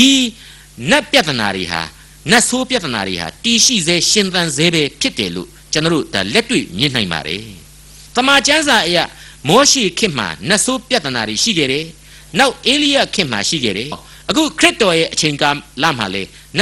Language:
Burmese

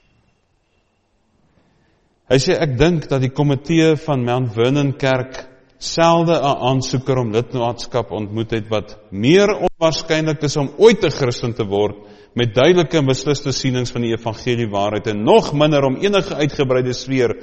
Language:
Afrikaans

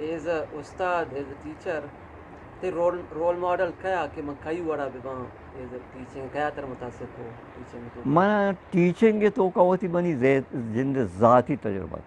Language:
Eastern Balochi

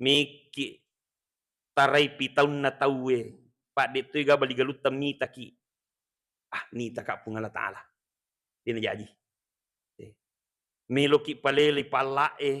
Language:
Buginese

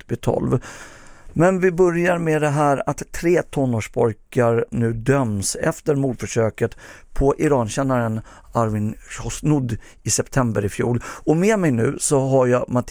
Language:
Swedish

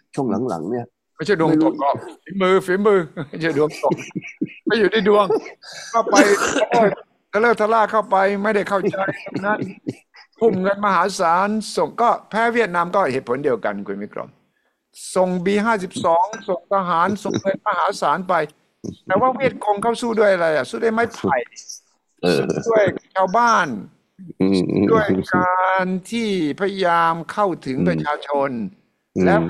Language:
Thai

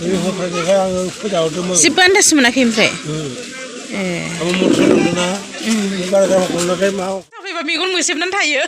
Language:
Bodo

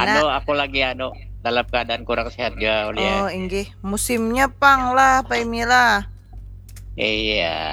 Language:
Banjar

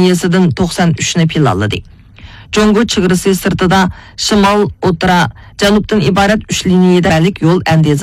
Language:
Uyghur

